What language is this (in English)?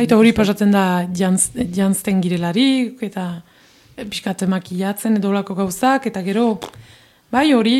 Basque